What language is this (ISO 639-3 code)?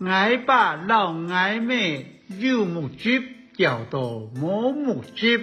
hak